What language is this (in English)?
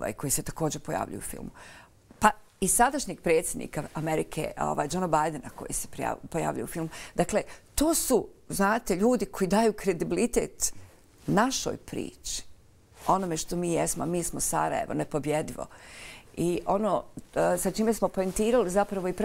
Bosnian